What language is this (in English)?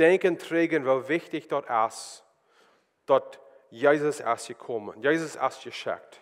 Plautdietsch